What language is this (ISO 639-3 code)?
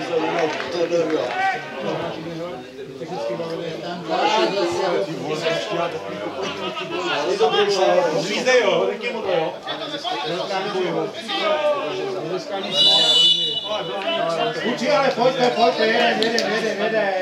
ces